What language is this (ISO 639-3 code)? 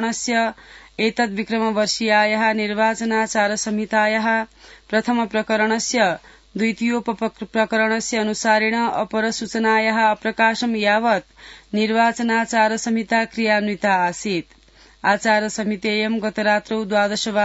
san